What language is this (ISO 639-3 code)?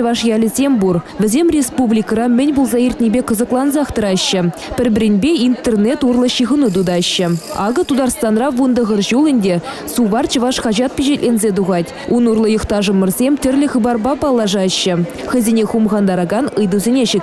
chv